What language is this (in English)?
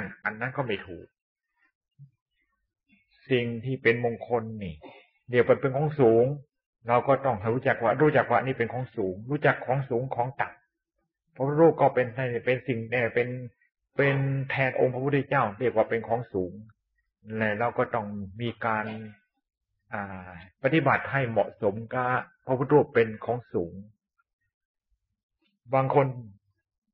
Thai